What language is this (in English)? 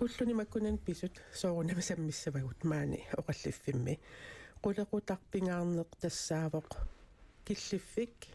Kalaallisut